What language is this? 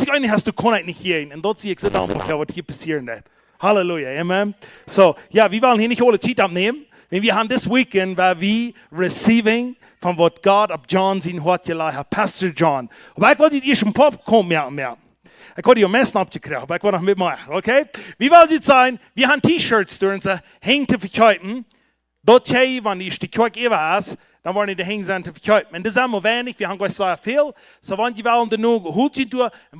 Plautdietsch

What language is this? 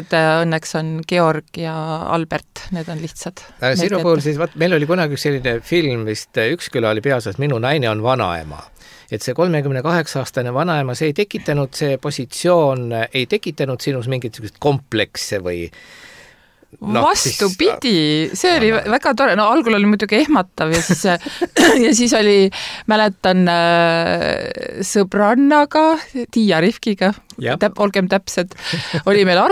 Estonian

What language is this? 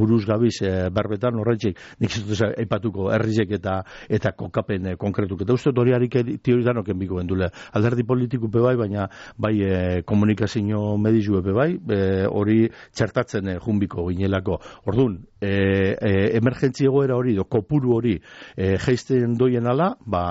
Basque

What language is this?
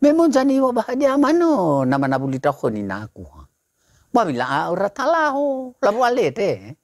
Nias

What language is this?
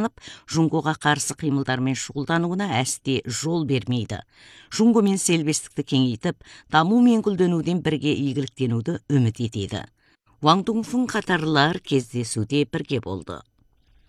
Kazakh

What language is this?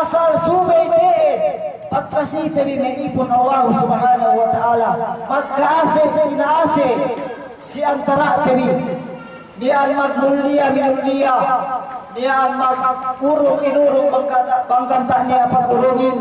Yakan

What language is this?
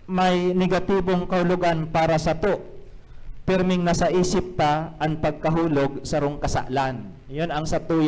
Bikol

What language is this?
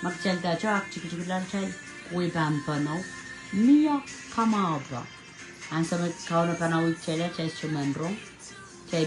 Pohnpeian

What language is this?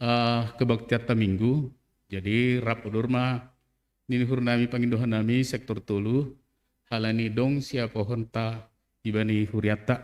Batak Simalungun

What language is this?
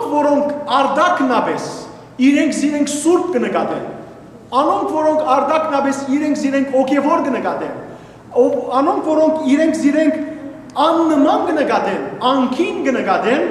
Western Armenian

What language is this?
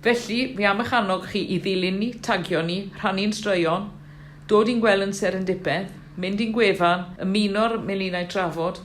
Welsh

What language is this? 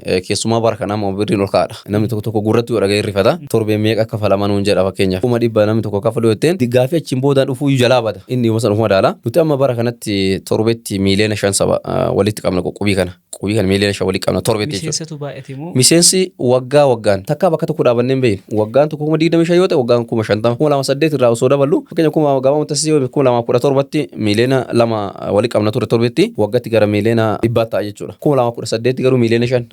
Oromo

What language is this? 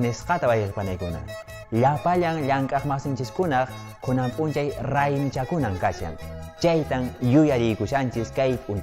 Quechua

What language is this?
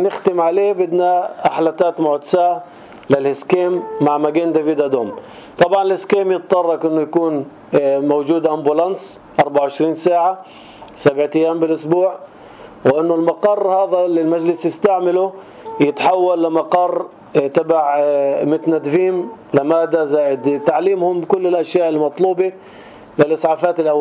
North Levantine Arabic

